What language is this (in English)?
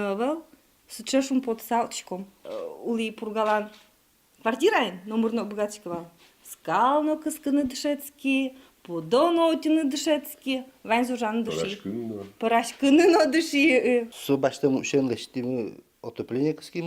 Udmurt